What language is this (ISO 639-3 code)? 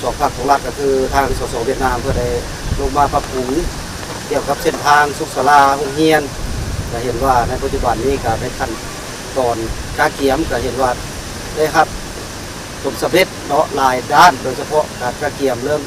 lao